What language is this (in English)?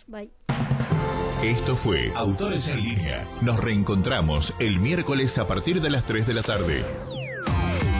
Spanish